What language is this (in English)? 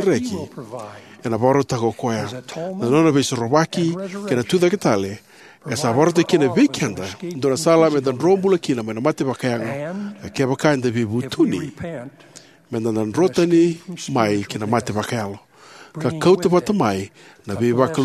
Fijian